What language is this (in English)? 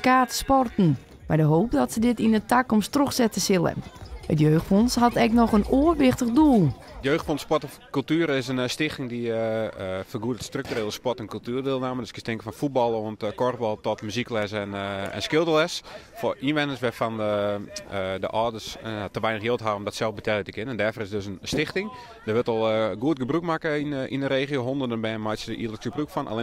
Western Frisian